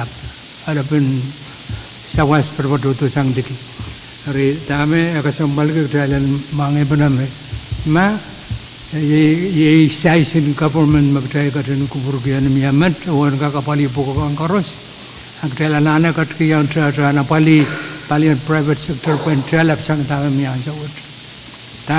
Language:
Pohnpeian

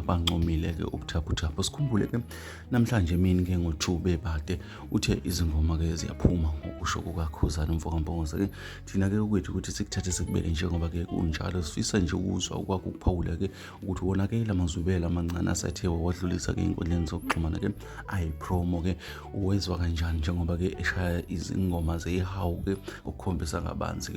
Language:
Zulu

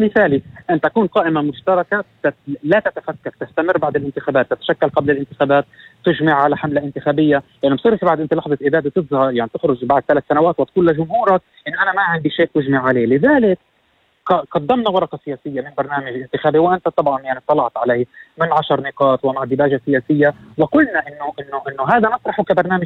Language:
North Levantine Arabic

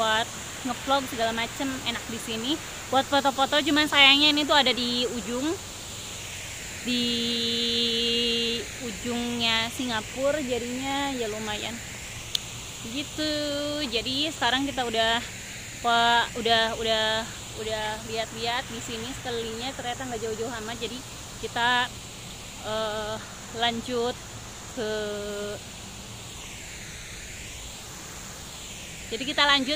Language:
Indonesian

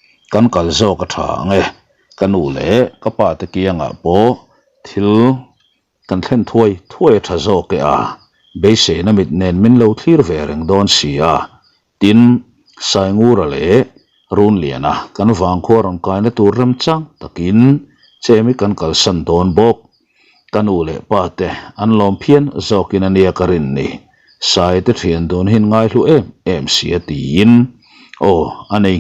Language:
Mizo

